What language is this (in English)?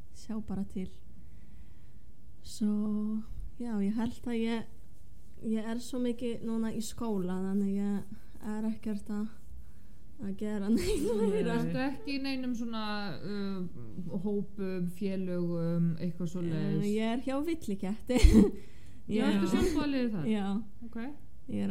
Icelandic